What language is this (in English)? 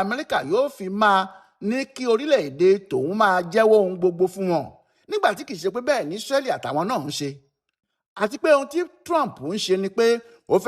Yoruba